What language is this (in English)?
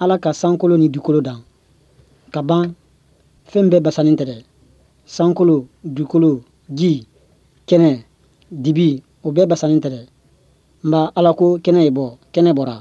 Bambara